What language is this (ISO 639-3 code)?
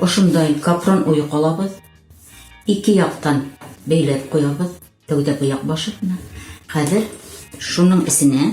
bak